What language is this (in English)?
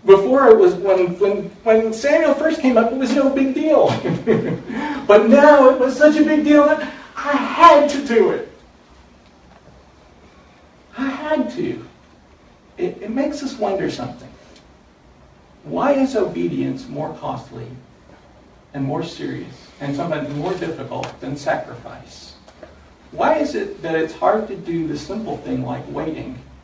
English